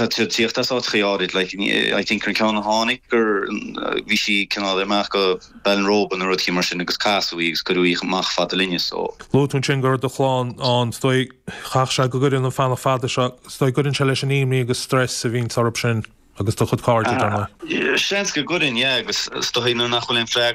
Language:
Irish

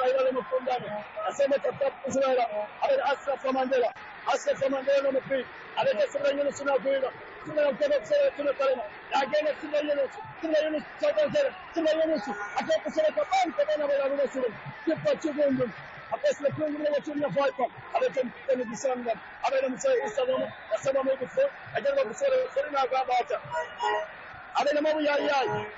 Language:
Swahili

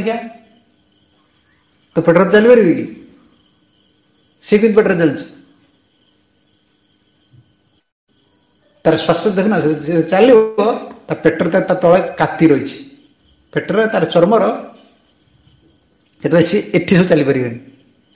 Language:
Odia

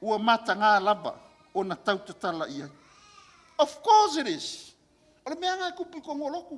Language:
Samoan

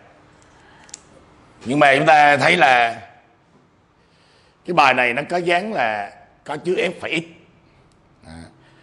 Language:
Vietnamese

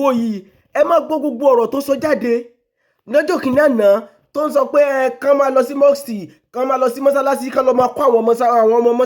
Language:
Yoruba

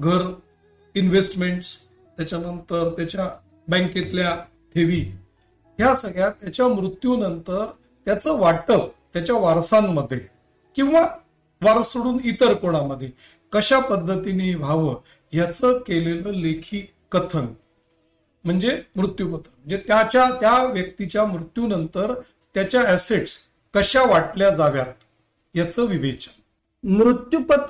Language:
Marathi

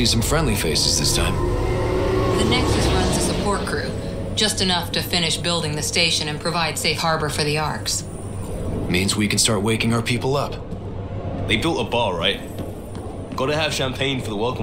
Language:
English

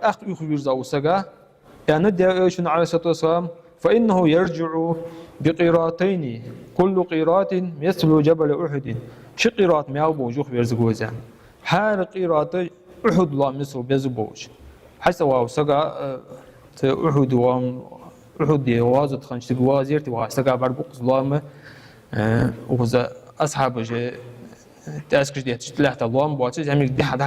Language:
Ingush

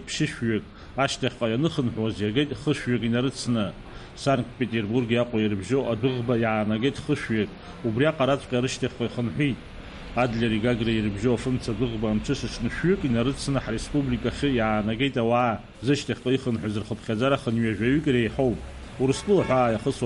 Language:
Abkhazian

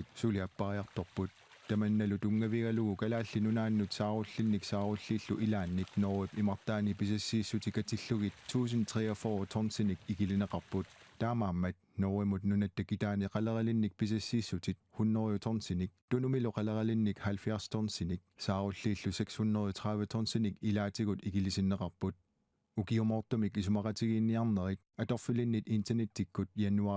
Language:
Kalaallisut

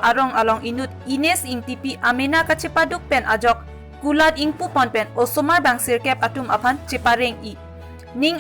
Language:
Karbi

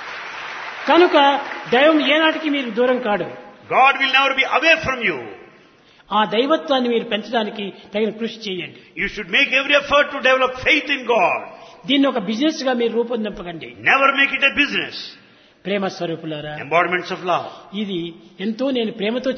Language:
Telugu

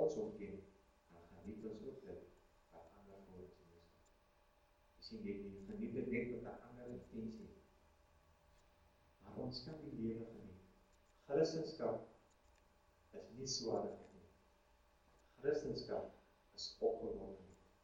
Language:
Afrikaans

